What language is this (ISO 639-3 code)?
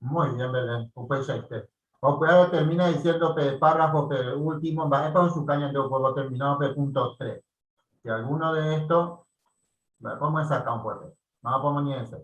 grn